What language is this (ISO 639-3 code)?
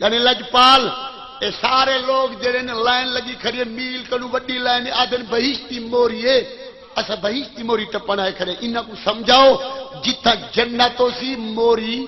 skr